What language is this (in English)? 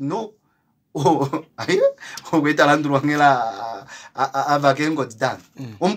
Kuanyama